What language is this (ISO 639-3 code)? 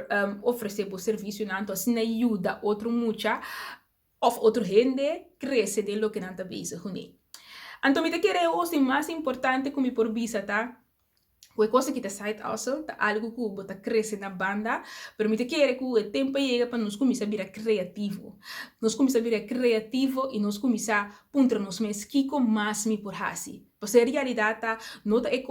pap